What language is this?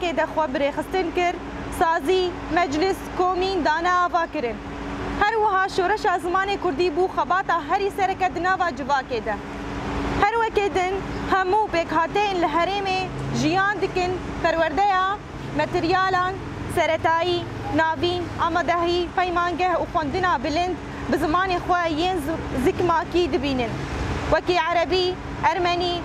Kurdish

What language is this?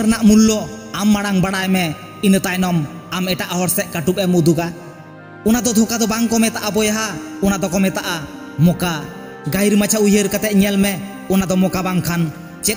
Santali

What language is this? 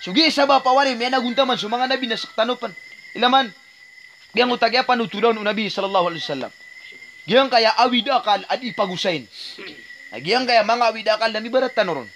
Maranao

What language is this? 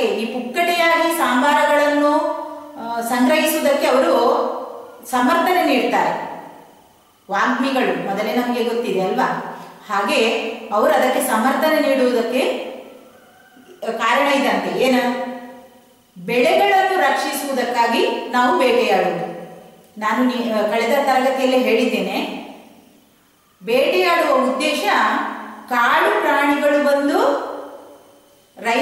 Kannada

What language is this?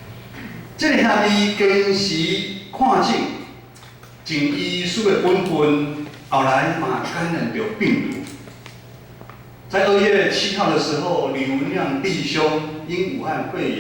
Min Nan Chinese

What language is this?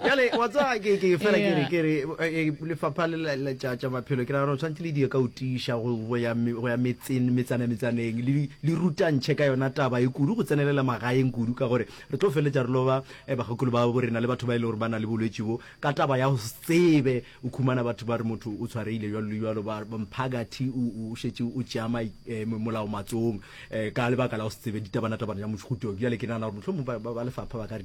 Northern Sotho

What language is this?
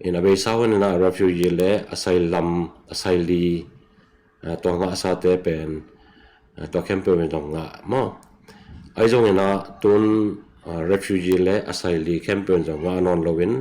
Tedim Chin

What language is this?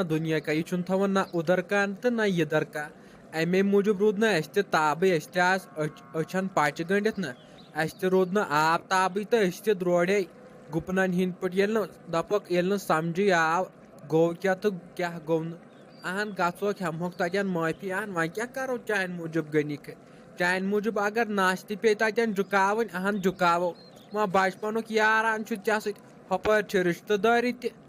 Kashmiri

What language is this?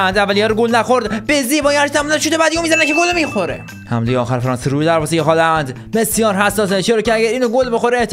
Persian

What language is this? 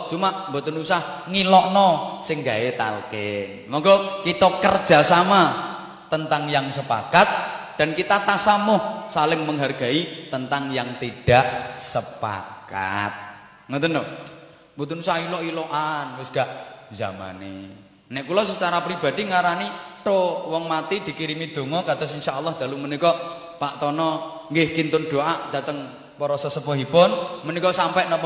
Javanese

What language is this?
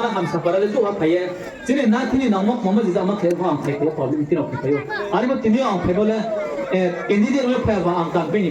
Riang (India)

